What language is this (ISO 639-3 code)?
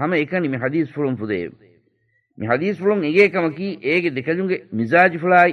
div